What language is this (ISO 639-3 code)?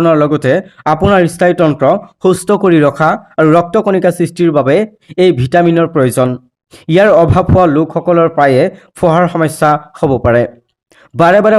asm